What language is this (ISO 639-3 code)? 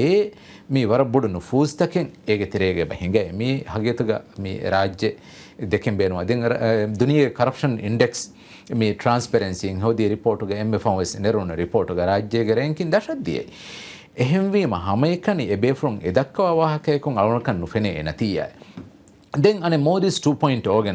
div